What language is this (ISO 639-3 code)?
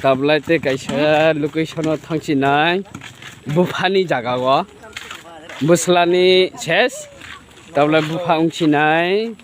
trp